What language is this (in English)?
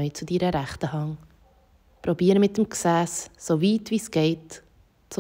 Swiss German